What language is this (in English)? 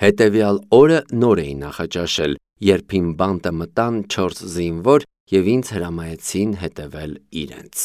Armenian